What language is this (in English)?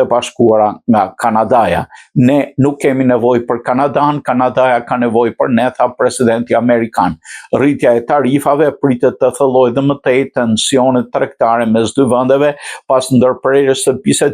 Albanian